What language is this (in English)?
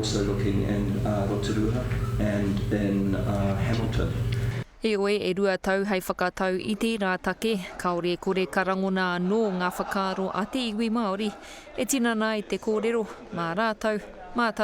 Māori